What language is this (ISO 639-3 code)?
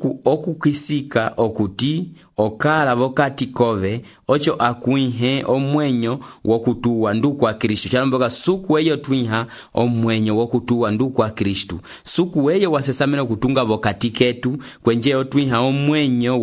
umb